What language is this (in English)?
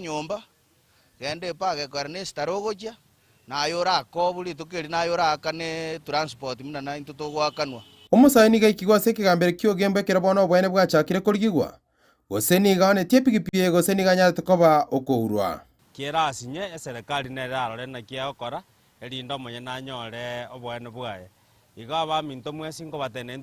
Gusii